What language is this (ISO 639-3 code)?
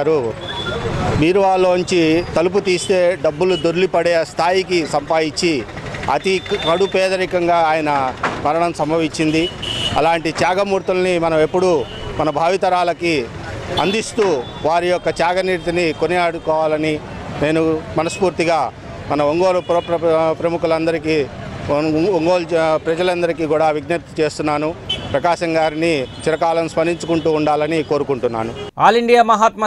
tel